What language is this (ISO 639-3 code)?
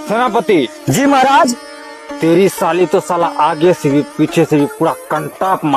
mai